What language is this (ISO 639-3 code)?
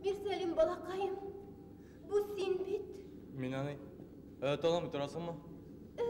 bak